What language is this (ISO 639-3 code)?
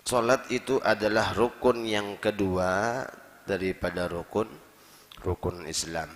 bjn